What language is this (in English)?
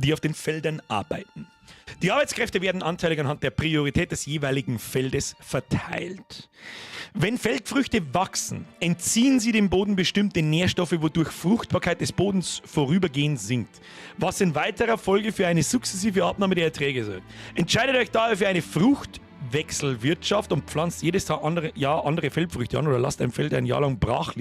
Bavarian